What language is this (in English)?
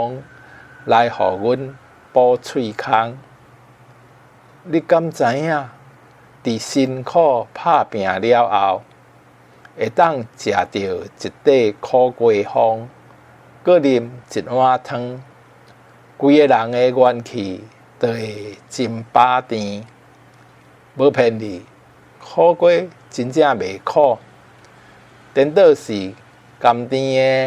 Min Nan Chinese